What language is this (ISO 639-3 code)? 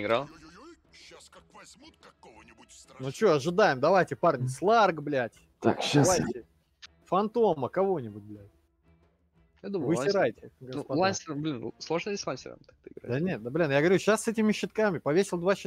rus